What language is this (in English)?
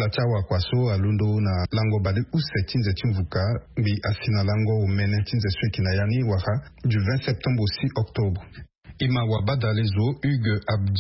Sango